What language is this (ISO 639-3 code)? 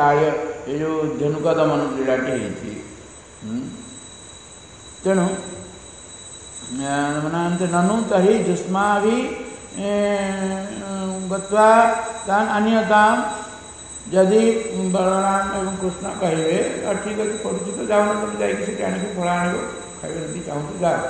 ori